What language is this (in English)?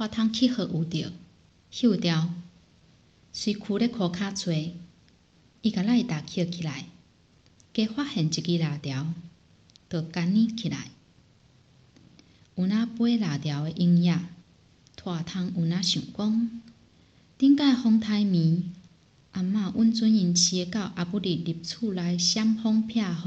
Min Nan Chinese